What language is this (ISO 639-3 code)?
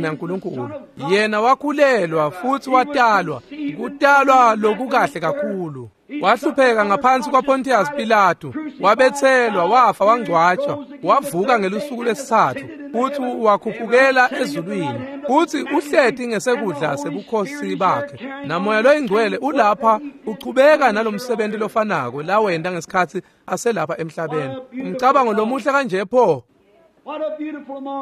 ssw